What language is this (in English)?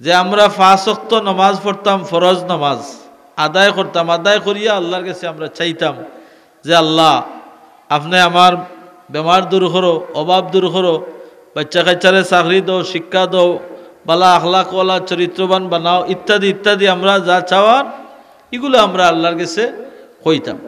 Sylheti